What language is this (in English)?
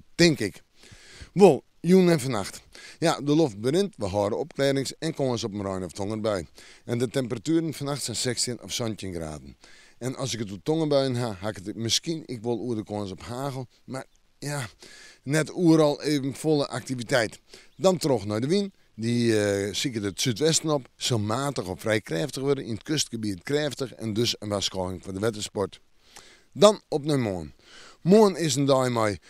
Western Frisian